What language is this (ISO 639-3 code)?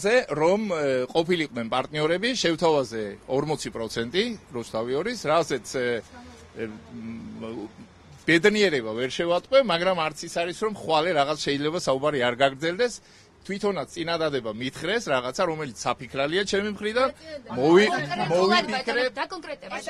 kat